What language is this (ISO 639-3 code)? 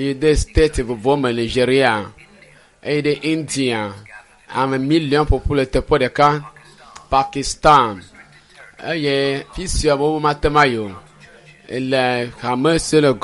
ewe